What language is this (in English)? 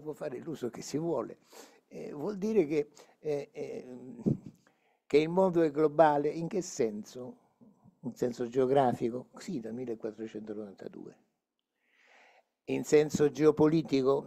Italian